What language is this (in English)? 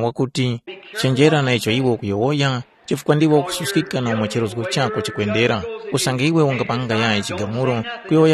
Tumbuka